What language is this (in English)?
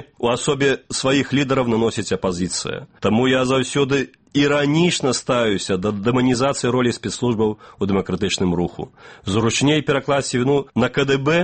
Belarusian